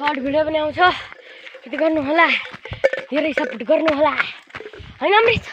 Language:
Nepali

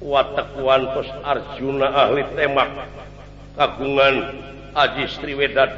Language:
Sundanese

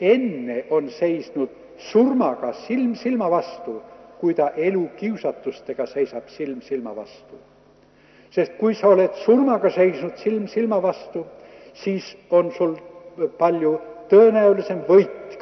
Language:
Estonian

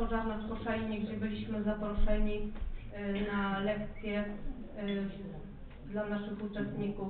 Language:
Polish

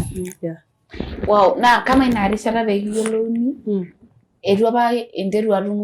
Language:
Masai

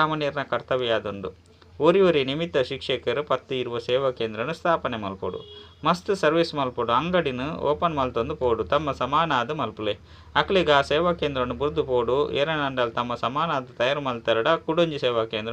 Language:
Tulu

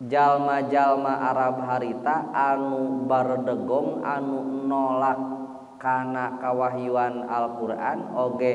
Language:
Sundanese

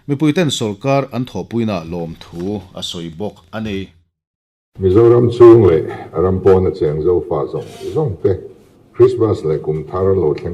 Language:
Mizo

